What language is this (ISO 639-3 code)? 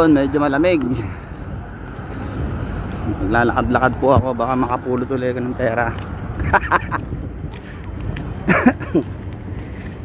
fil